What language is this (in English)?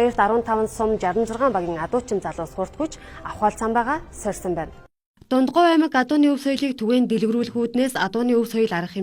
Mongolian